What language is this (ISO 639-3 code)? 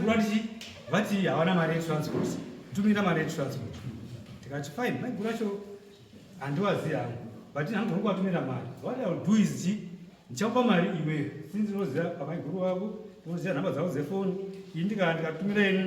sna